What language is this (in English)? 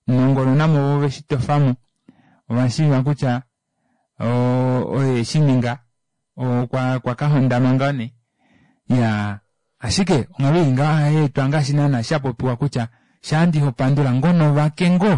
Kuanyama